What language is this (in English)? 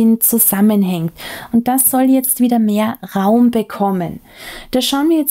German